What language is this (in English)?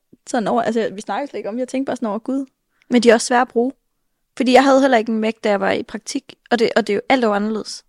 Danish